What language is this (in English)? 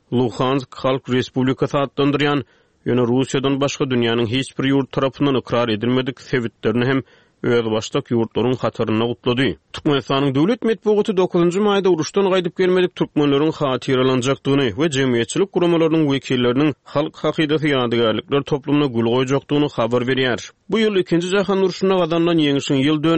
Turkmen